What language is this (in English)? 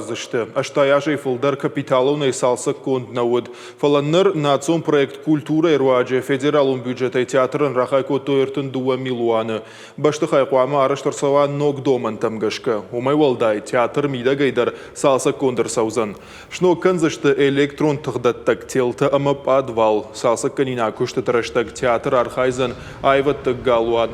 Ossetic